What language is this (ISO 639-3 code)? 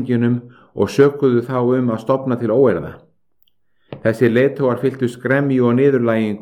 isl